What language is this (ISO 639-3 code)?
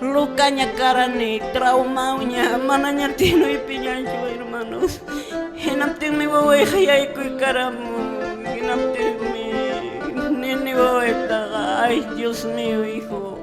que